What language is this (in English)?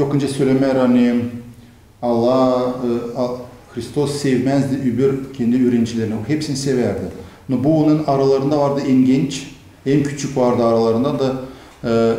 Gagauz